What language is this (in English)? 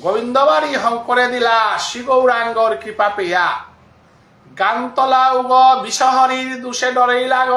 Bishnupriya